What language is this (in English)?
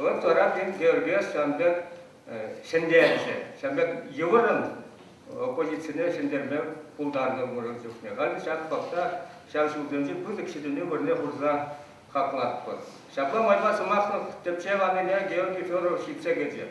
Chuvash